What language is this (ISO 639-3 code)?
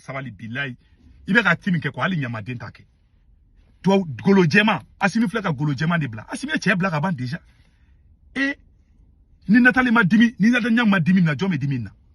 bam